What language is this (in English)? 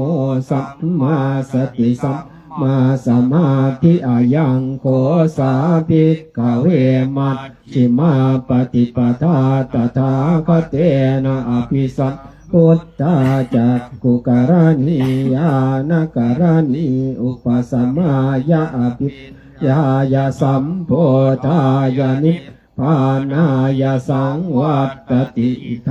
Pali